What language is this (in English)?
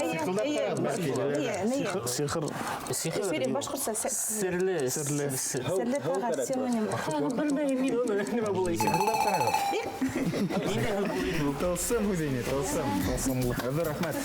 Bashkir